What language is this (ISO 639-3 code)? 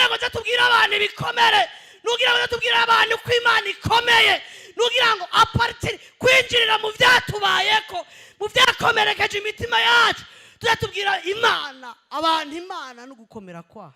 run